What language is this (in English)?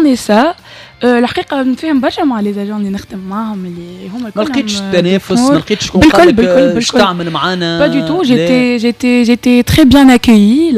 Tunisian Arabic